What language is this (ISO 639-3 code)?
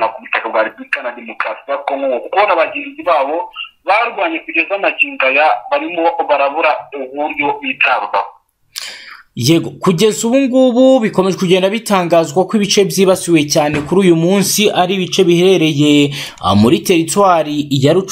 kin